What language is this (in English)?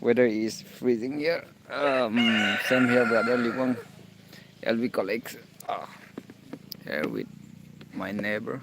Naga Pidgin